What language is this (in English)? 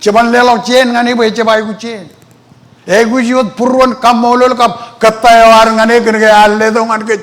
Marshallese